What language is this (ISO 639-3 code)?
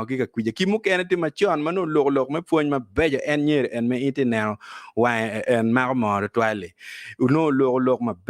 ach